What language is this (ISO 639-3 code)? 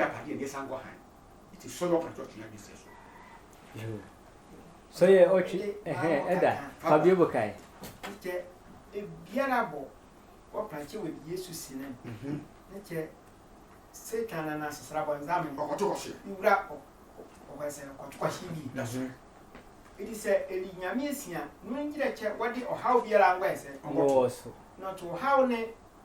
sfw